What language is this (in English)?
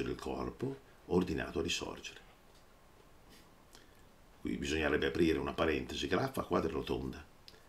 Italian